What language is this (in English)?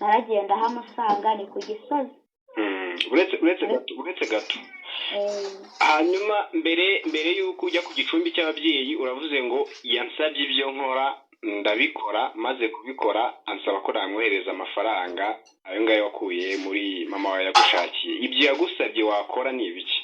Kinyarwanda